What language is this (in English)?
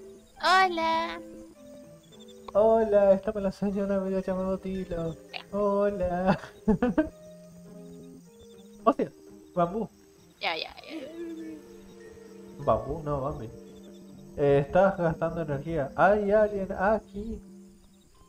Spanish